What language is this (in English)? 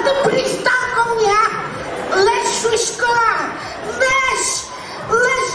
Udmurt